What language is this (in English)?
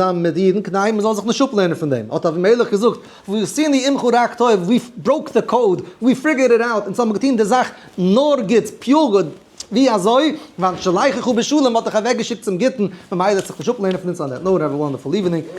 Yiddish